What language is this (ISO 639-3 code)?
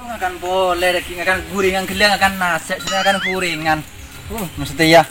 mad